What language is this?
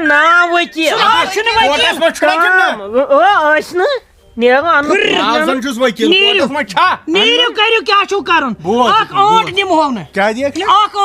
Kashmiri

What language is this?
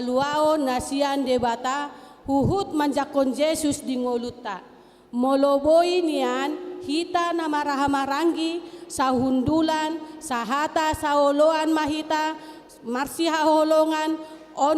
Batak Toba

